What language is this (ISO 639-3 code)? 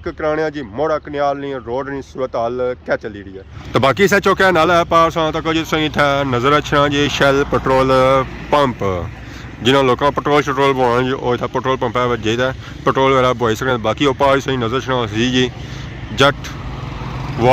phr